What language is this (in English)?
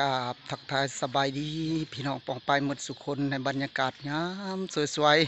Lao